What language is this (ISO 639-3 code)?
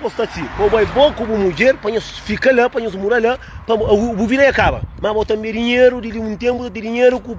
kea